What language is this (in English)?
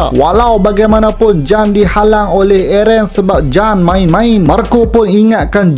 Malay